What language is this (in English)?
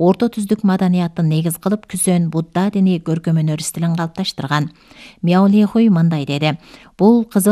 Kyrgyz